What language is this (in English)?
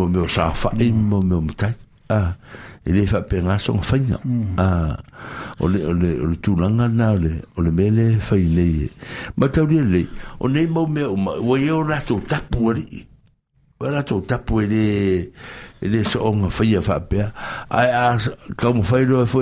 Samoan